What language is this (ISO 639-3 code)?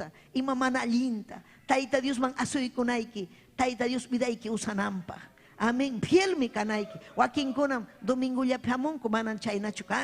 quy